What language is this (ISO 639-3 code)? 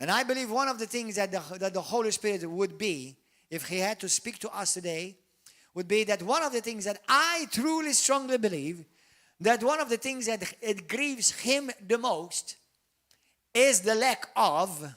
eng